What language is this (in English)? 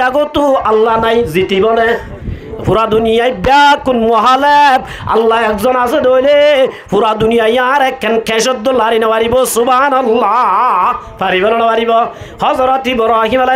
Rohingya